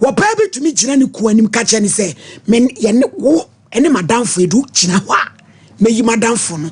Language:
Akan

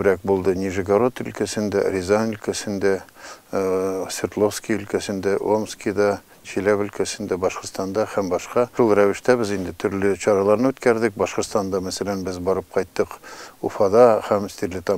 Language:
Tatar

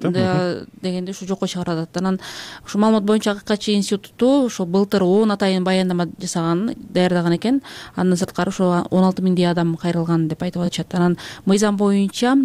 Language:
Kyrgyz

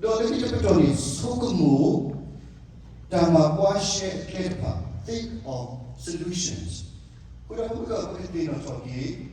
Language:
S'gaw Karen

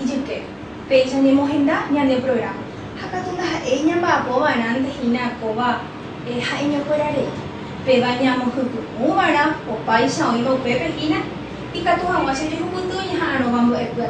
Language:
Guarani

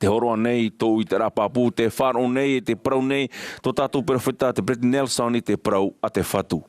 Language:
Tahitian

